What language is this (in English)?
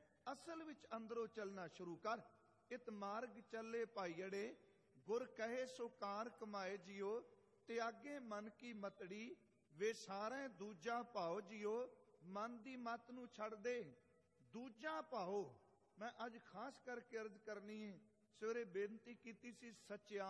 Punjabi